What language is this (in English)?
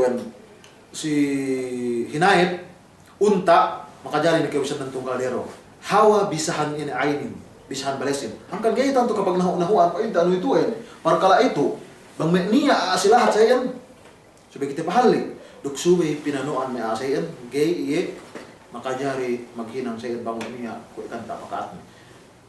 Yakan